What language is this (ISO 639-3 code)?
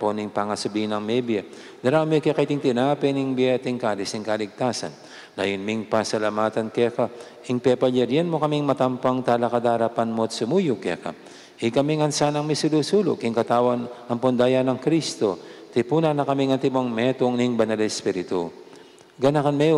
pam